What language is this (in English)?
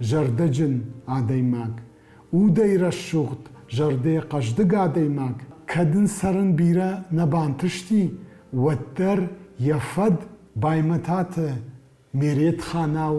Ossetic